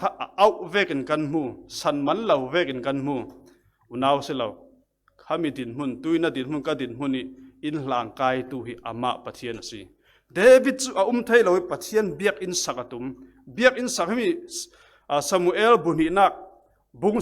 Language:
Falam Chin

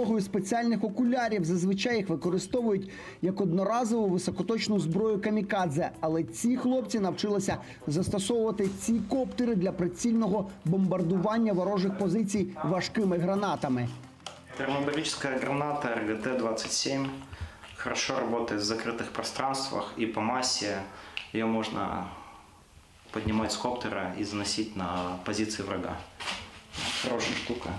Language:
Ukrainian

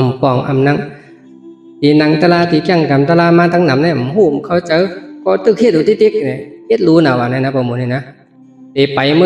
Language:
Shan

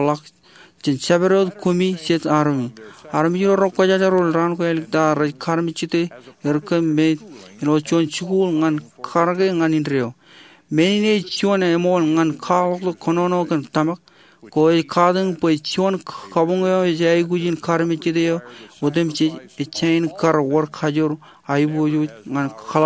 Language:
Marshallese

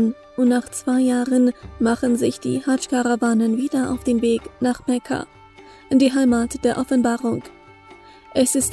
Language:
German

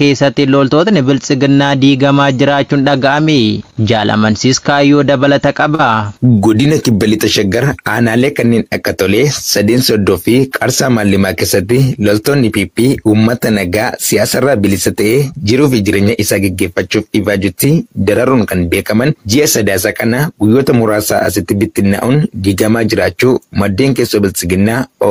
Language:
Oromo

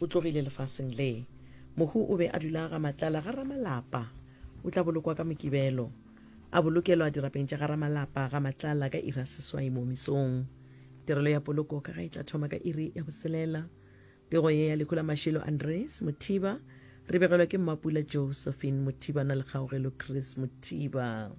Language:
Northern Sotho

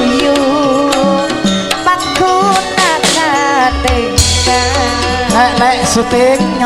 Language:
Madurese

